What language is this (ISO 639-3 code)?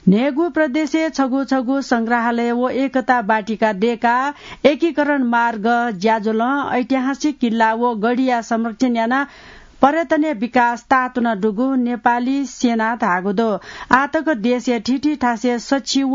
new